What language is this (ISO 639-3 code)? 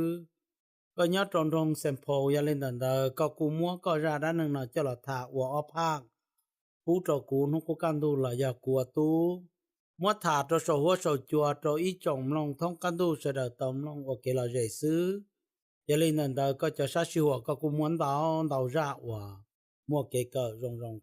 hmn